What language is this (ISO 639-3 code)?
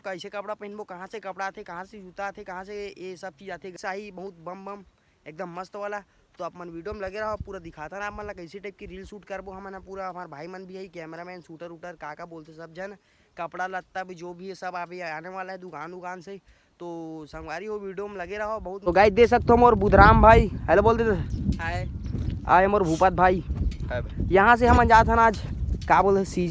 hne